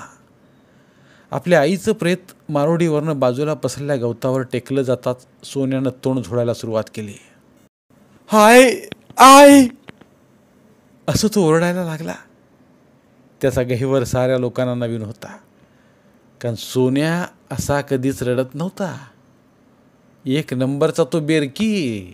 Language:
Marathi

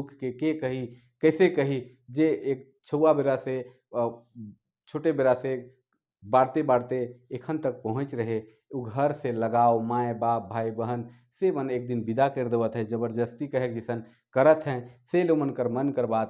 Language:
Sadri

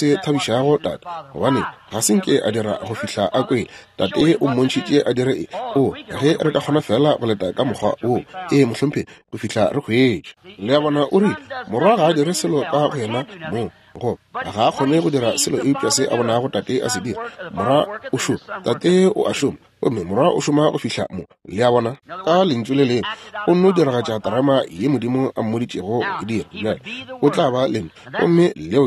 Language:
Northern Sotho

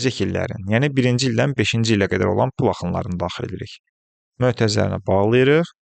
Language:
Azerbaijani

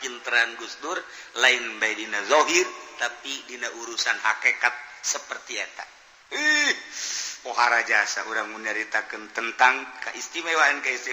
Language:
Sundanese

